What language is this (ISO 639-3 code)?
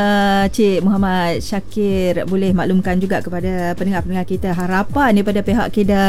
msa